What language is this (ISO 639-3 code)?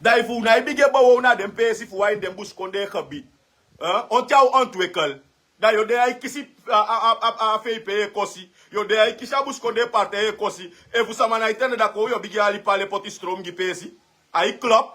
srn